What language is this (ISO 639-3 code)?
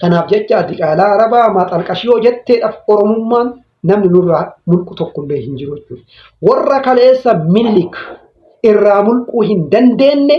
orm